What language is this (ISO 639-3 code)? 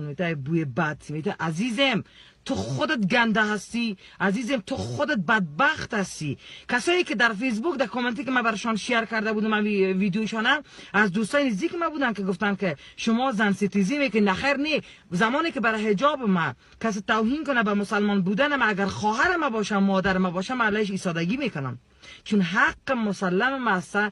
tgk